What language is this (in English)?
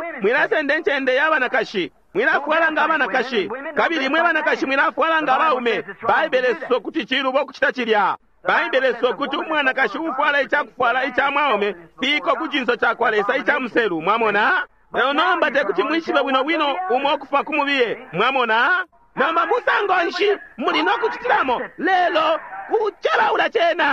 Bemba